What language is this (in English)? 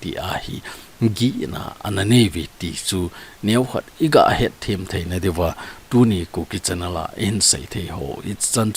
Thado Chin